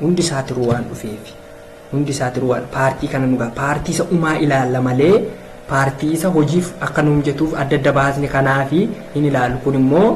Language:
Oromo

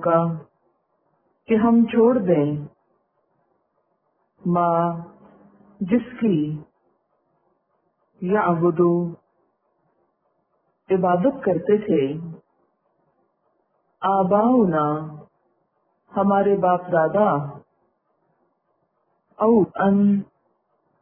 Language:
Urdu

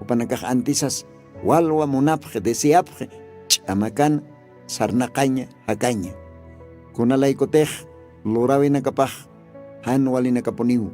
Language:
Aymara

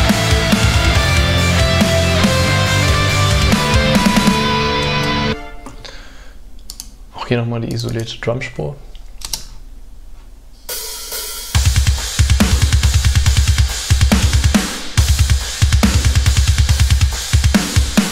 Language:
German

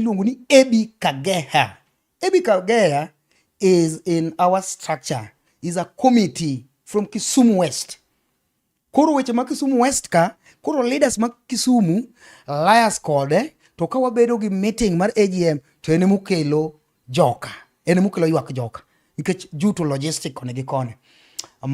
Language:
Luo (Kenya and Tanzania)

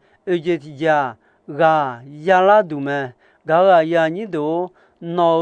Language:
Akha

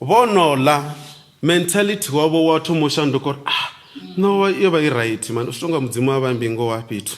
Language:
Venda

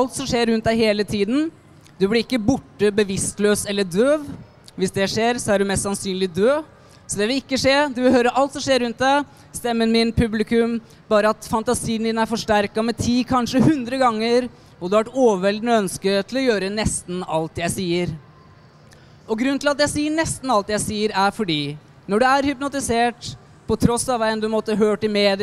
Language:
Norwegian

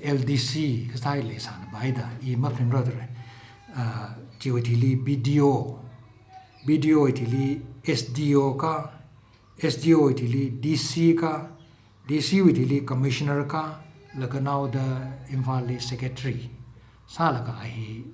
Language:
Tangkhul Naga (India)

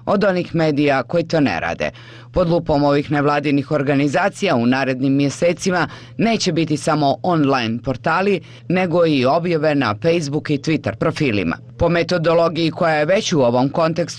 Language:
Bosnian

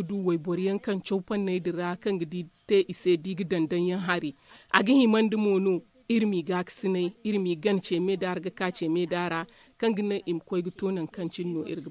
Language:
Zarma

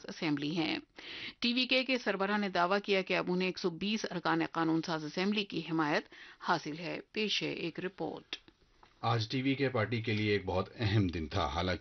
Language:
Urdu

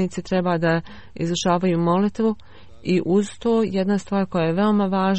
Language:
Bosnian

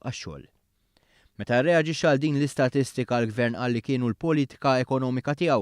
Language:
Maltese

